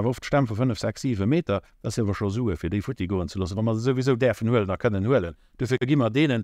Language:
Luxembourgish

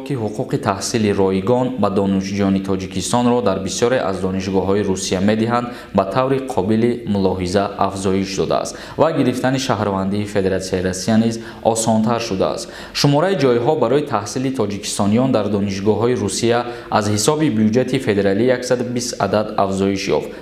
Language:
Tajik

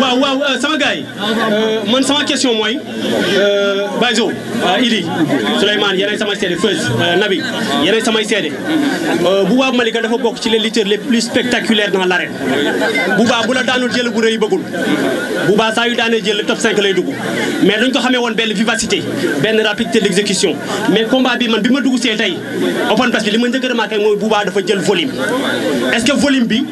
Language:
Wolof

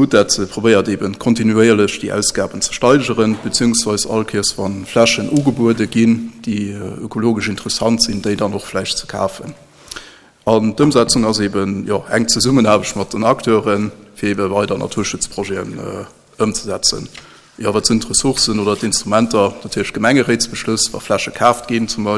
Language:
Luxembourgish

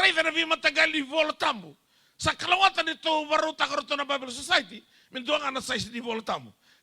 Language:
Fijian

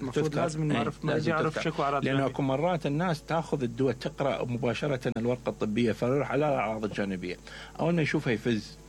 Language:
Mesopotamian Arabic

